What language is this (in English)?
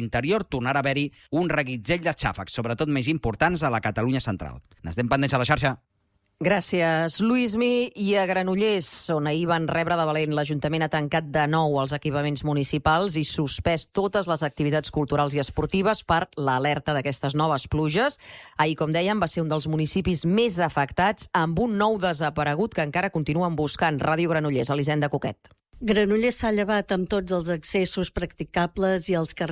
Catalan